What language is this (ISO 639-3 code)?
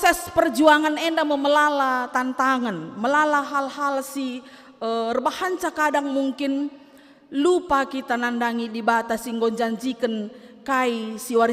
btx